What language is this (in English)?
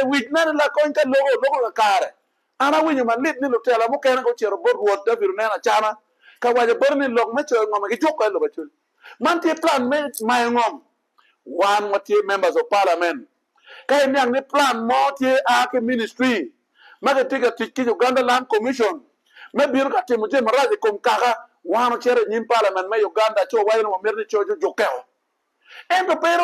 Acoli